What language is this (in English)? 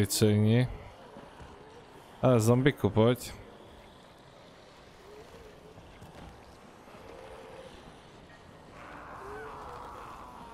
Czech